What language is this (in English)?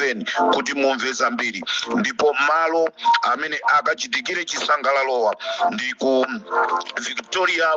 Nyanja